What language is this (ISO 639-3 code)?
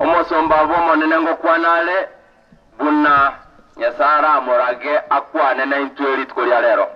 guz